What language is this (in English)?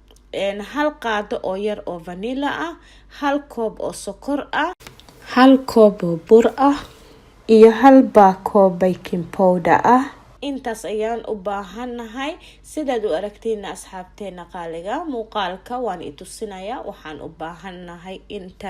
Somali